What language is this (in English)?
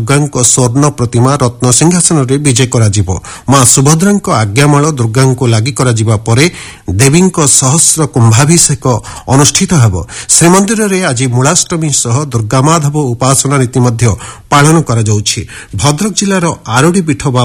Odia